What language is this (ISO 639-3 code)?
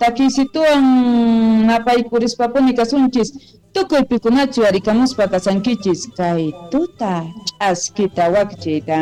quh